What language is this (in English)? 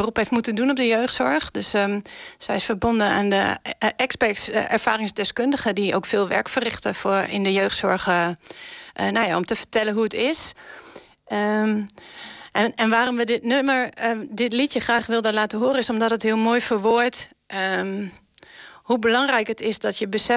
Dutch